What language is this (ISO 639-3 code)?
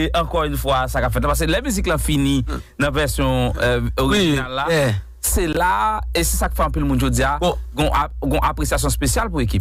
hat